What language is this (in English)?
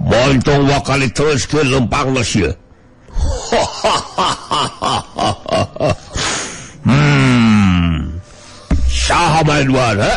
Sundanese